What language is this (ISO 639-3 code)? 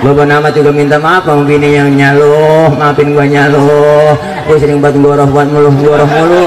bew